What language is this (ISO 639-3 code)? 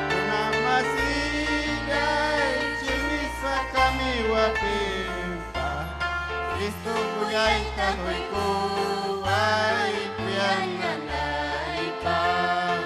quy